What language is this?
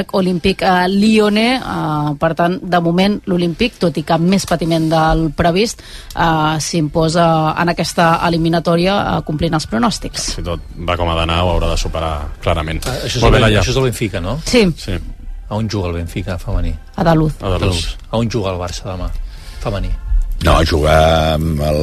Catalan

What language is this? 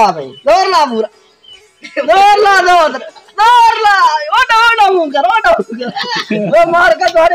Saraiki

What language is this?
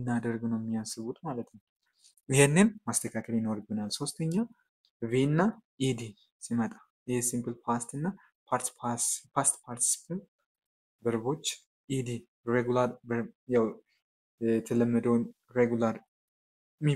Amharic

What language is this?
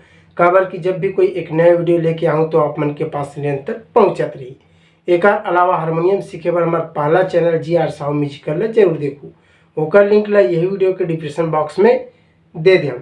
Chhattisgarhi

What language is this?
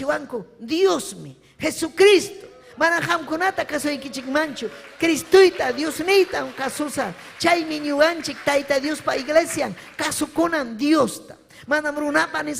Ayacucho Quechua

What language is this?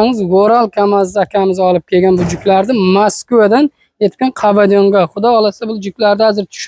Uzbek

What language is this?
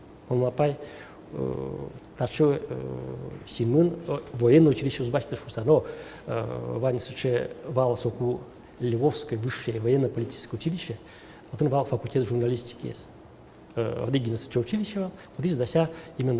Udmurt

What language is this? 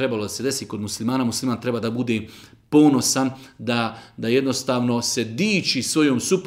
Bosnian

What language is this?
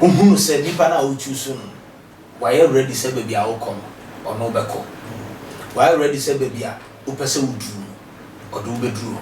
Akan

